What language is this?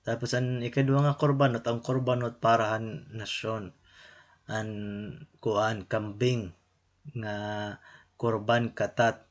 Waray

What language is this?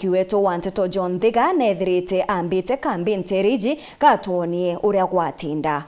Meru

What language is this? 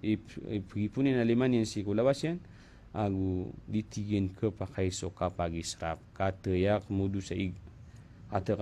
Maranao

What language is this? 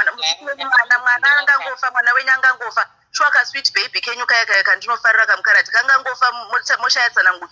Shona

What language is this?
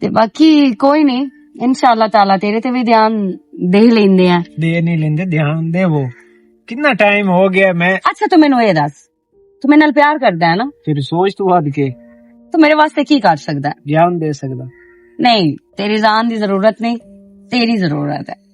Western Panjabi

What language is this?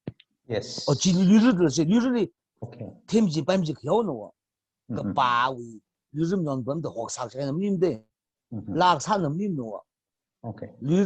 Tangkhul Naga (India)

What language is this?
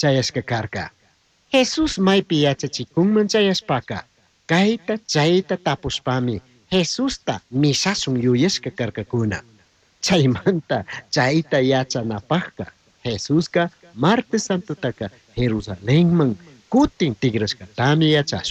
Chimborazo Highland Quichua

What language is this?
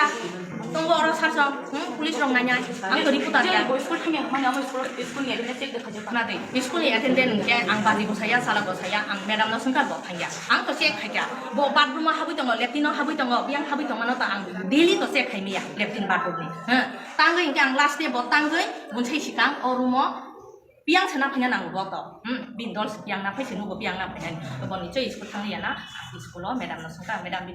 Kok Borok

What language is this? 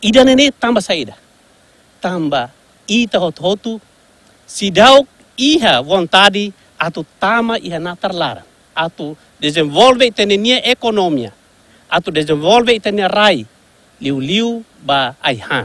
Tetum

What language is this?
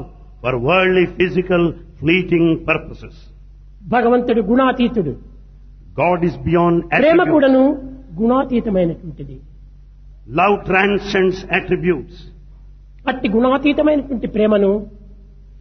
Telugu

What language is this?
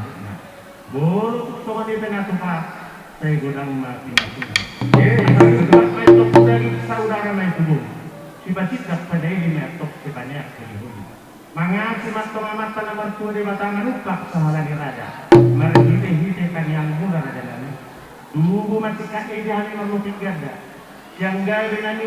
Batak Toba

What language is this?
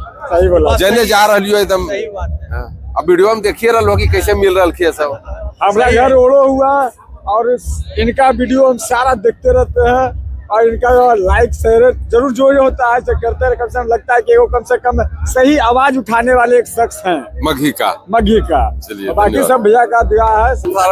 Magahi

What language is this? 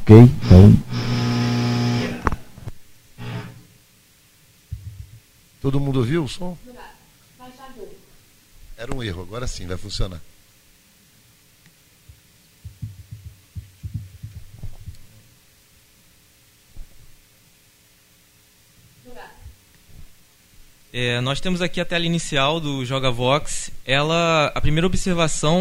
Portuguese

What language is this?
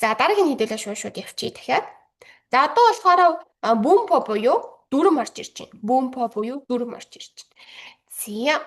Mongolian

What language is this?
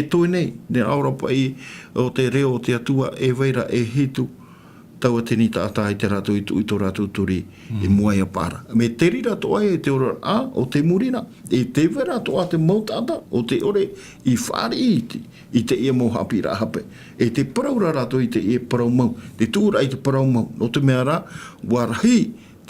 Tahitian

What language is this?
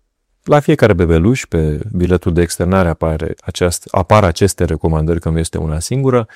Romanian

